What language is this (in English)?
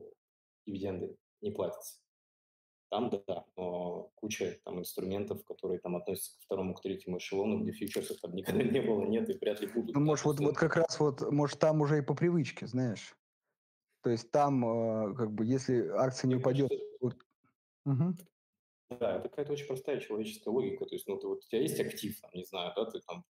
Russian